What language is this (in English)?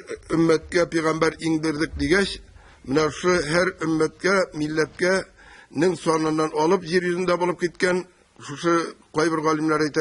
Tatar